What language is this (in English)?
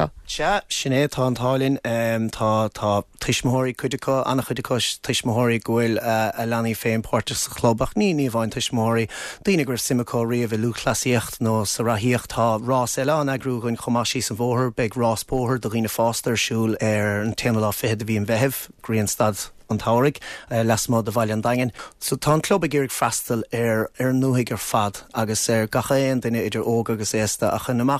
Irish